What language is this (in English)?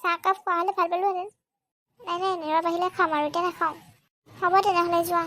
Assamese